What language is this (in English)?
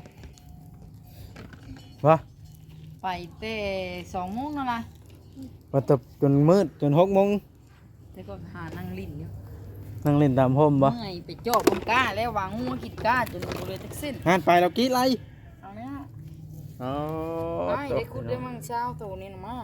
Northeastern Thai